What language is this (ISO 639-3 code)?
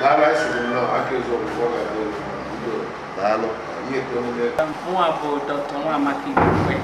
ibo